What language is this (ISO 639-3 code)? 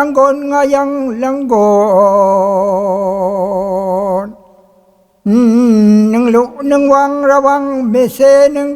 raw